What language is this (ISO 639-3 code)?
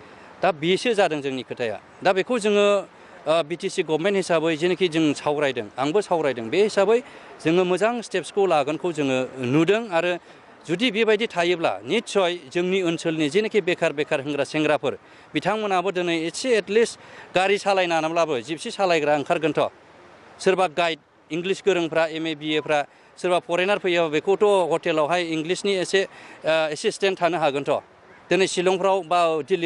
brx